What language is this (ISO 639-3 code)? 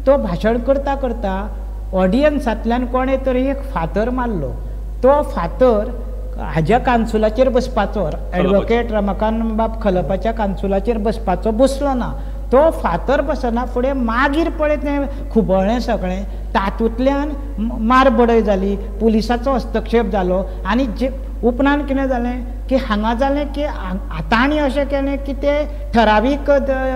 kok